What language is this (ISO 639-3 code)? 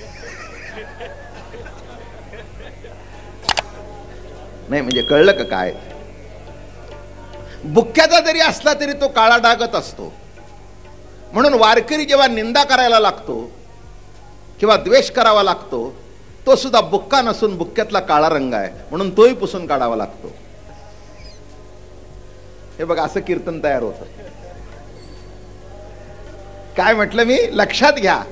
mar